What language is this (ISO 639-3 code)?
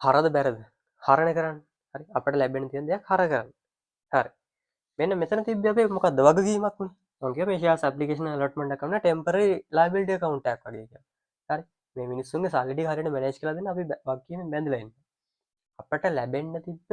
sin